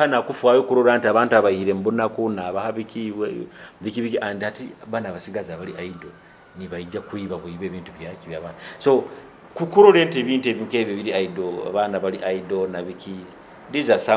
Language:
Nyoro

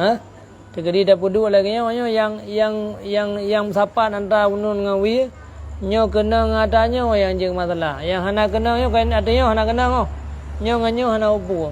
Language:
Achinese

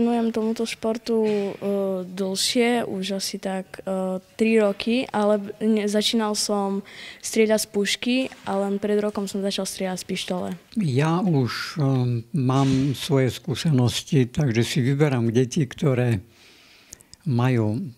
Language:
Slovak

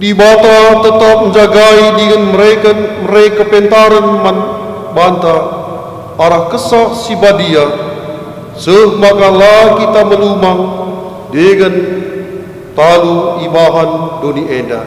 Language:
Batak Karo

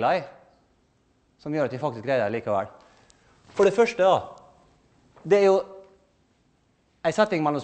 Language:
Norwegian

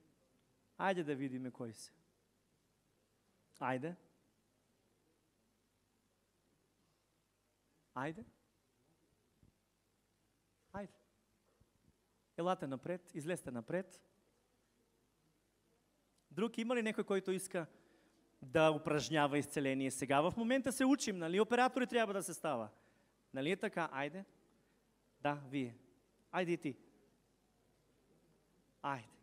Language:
Bulgarian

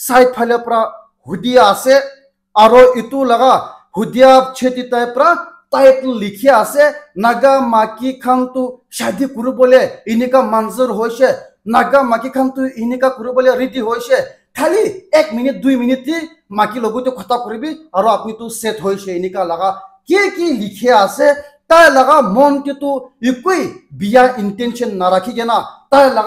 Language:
Naga Pidgin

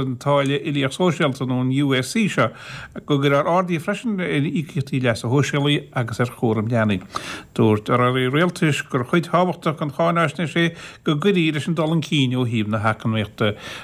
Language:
Irish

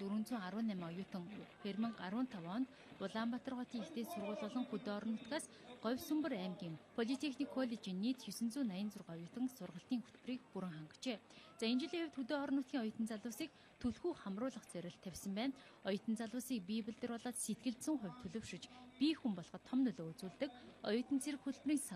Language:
Mongolian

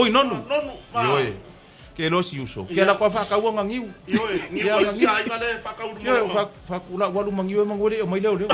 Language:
Samoan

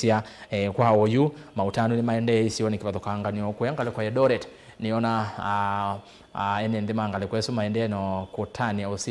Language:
Kamba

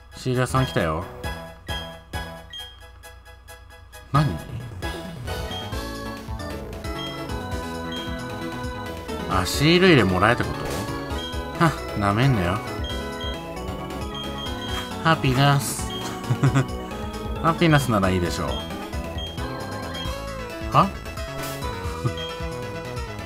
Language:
Japanese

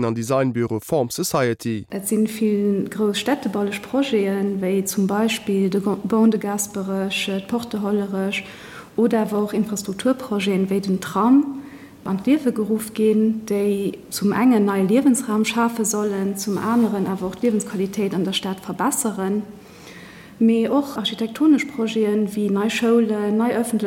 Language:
Luxembourgish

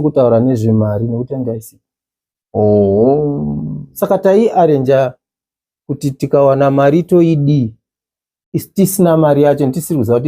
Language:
Shona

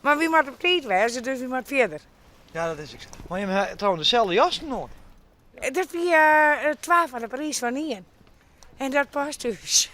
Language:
Western Frisian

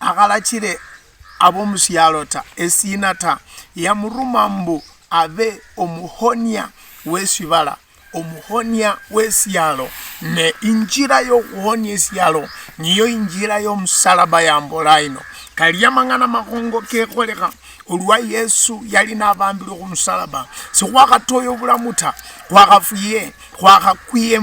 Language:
Luyia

